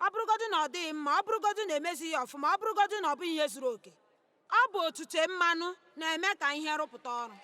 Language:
Igbo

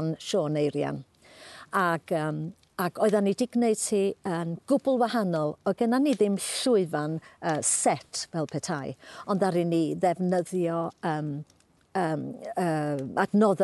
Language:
Welsh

